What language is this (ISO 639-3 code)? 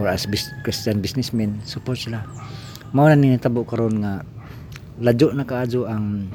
ceb